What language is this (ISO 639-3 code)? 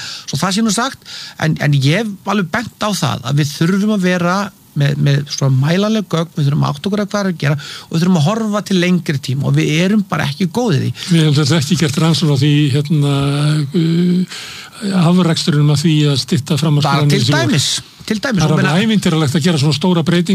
isl